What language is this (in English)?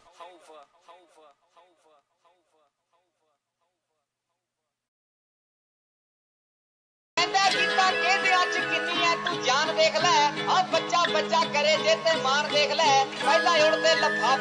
Punjabi